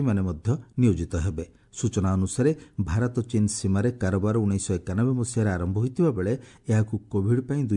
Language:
Odia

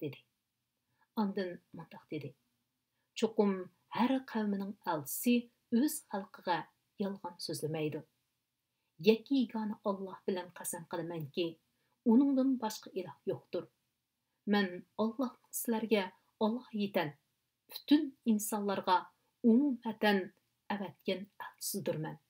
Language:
Uyghur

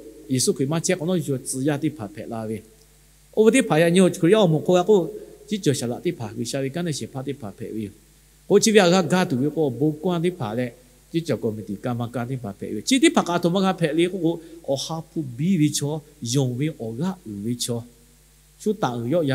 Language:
Lahu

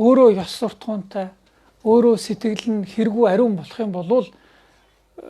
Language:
Mongolian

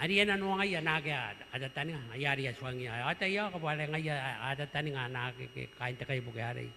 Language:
Gilbertese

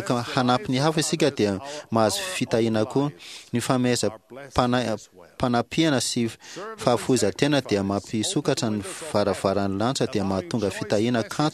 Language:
Malagasy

